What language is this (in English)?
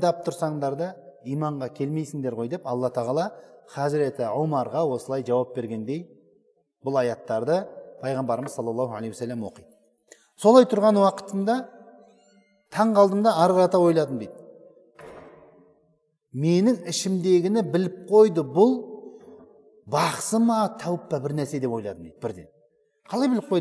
Kazakh